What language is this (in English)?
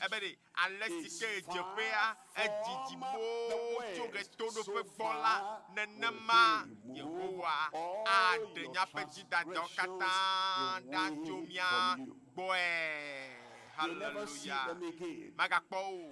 Ewe